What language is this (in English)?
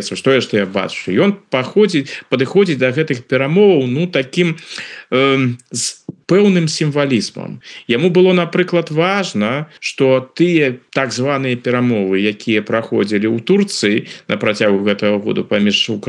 Belarusian